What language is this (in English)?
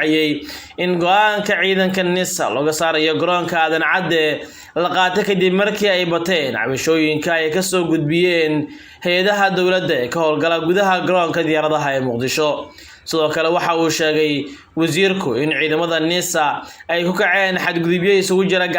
Somali